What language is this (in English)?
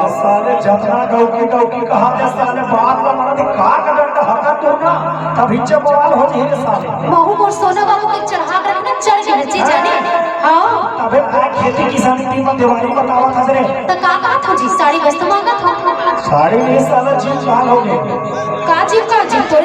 Chhattisgarhi